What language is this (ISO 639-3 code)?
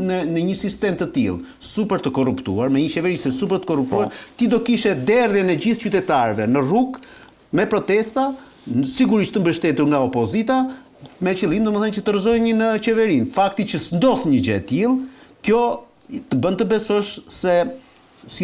sqi